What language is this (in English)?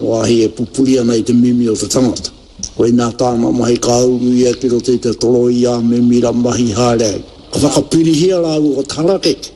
Māori